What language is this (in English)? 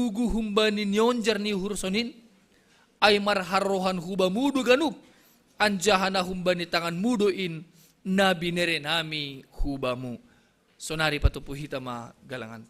Batak Simalungun